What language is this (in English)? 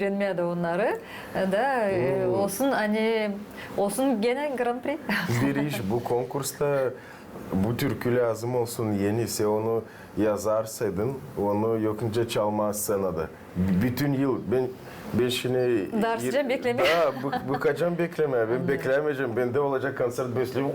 Gagauz